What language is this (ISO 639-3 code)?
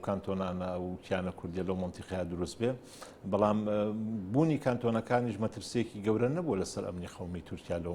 ckb